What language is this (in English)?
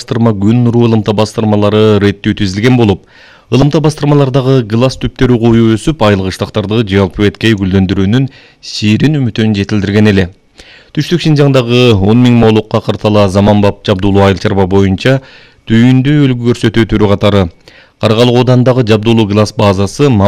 Kyrgyz